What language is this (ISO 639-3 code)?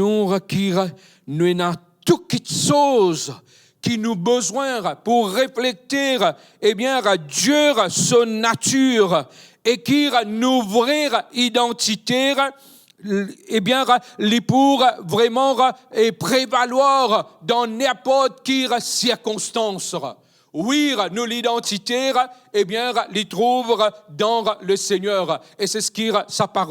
mfe